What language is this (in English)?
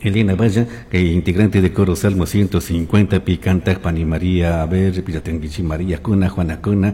Chimborazo Highland Quichua